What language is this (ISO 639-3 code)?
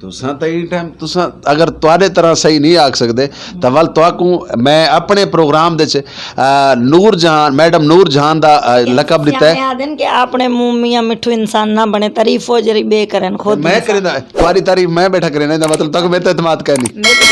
skr